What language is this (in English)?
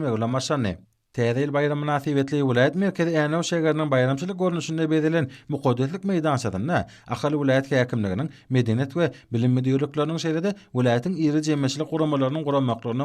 Turkmen